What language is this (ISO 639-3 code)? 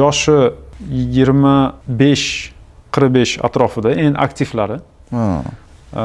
uzb